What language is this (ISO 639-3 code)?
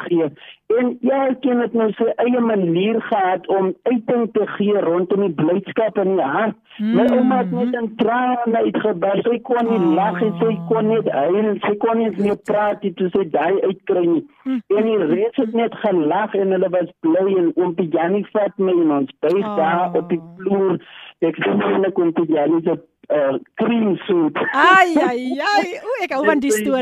afr